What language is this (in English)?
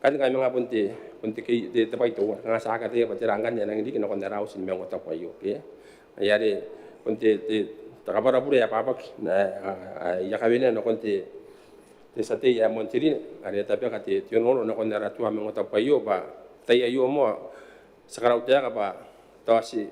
Gilbertese